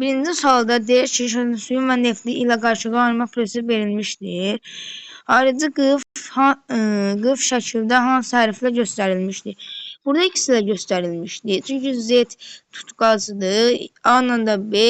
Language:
Azerbaijani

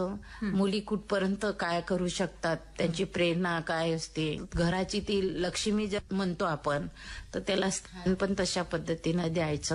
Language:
Marathi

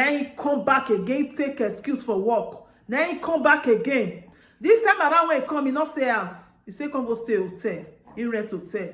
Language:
Nigerian Pidgin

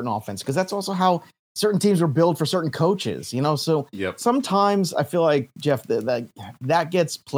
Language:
English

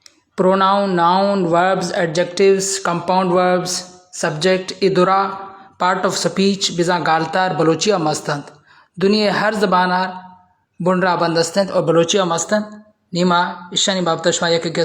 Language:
Baluchi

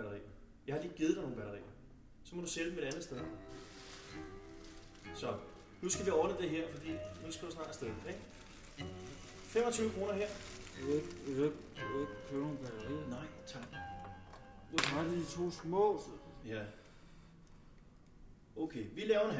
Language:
Danish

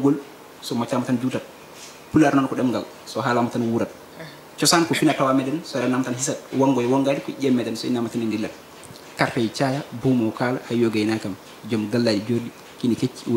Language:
Fula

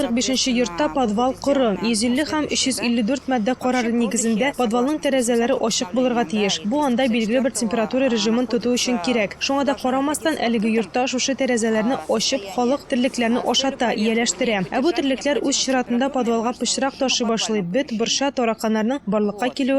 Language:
Tatar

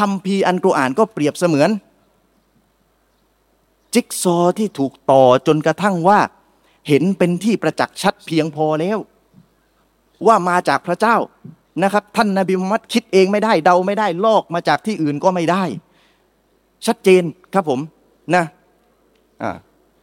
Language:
Thai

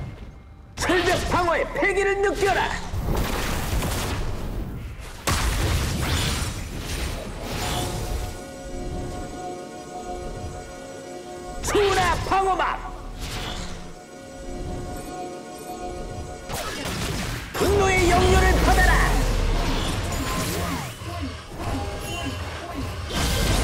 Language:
Korean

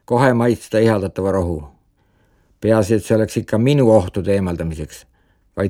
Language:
Estonian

